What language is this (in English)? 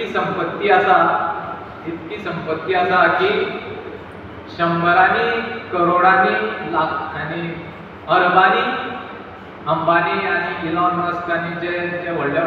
Konkani